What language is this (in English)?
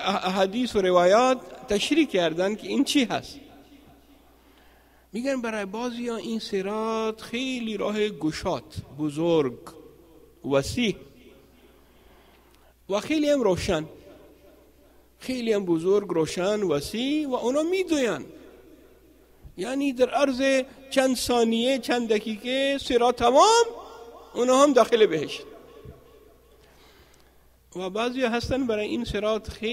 Persian